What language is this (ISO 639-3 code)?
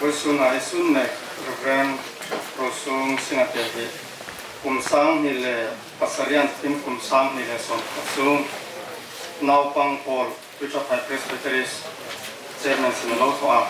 hmr